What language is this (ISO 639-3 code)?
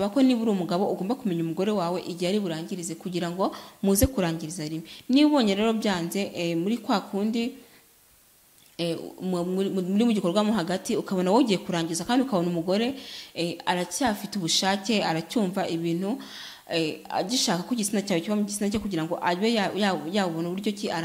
kin